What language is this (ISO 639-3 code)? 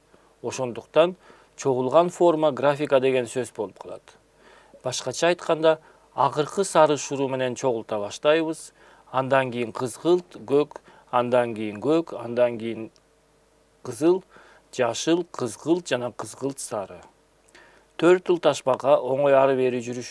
kir